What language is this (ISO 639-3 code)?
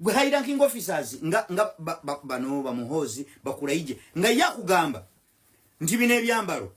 lug